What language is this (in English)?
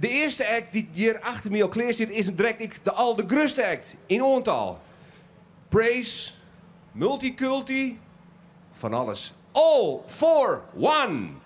Western Frisian